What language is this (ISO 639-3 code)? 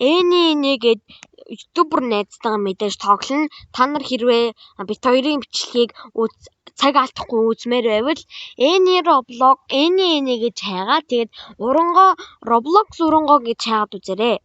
mon